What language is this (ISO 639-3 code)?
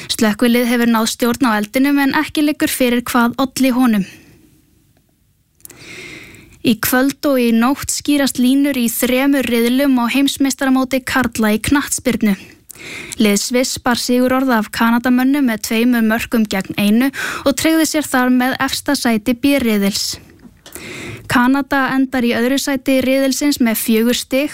isl